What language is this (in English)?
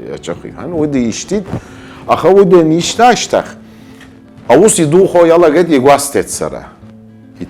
Abkhazian